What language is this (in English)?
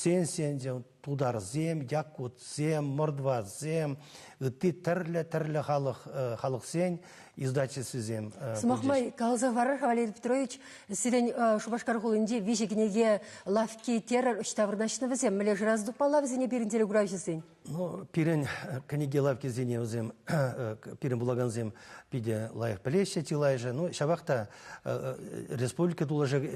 Chuvash